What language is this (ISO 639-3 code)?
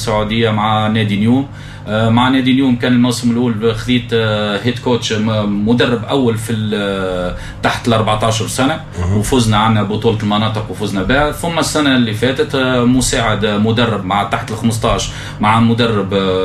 aeb